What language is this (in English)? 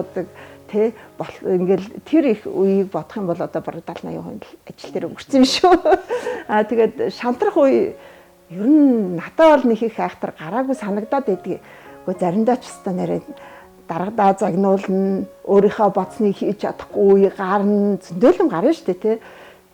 Mongolian